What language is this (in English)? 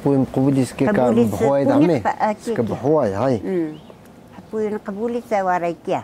Taroko